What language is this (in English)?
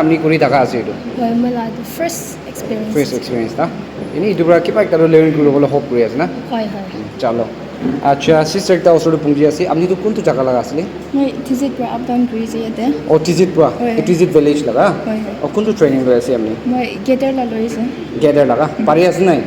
Naga Pidgin